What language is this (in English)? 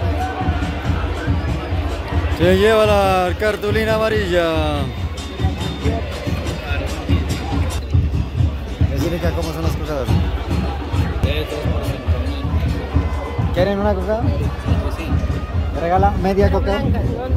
Spanish